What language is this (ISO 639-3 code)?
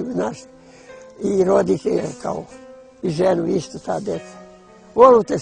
bos